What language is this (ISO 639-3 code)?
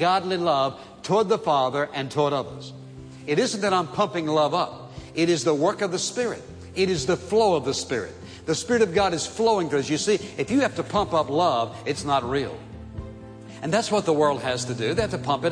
eng